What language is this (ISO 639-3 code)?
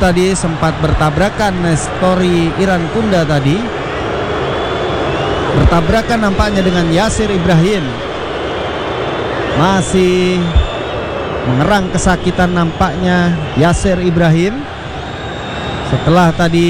ind